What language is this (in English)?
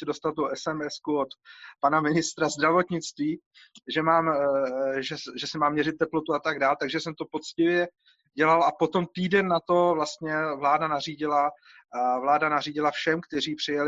Czech